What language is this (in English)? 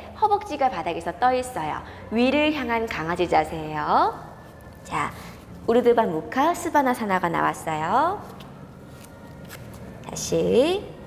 Korean